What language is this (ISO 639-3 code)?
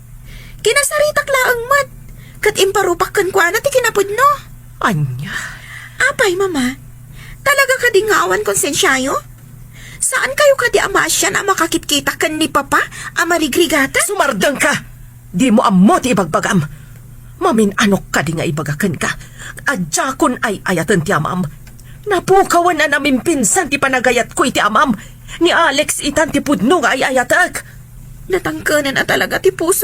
ilo